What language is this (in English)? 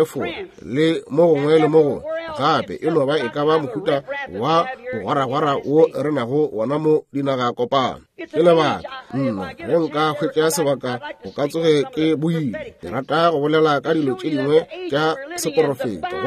Northern Sotho